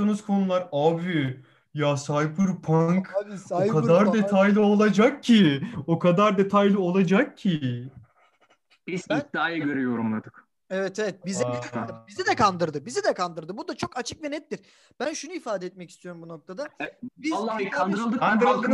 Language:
Turkish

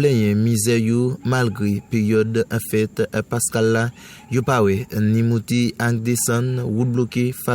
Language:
Haitian Creole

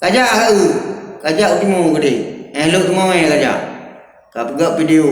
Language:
Achinese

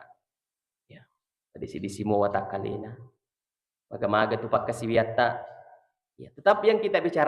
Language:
Buginese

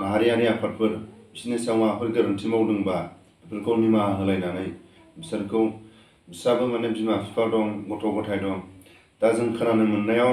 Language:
Bodo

